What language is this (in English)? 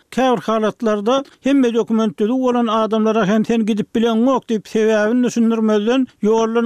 Turkmen